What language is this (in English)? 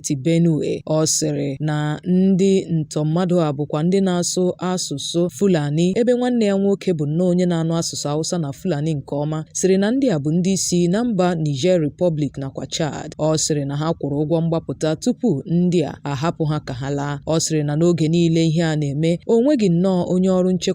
Igbo